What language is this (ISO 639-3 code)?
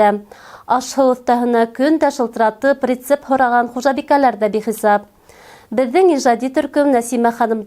bak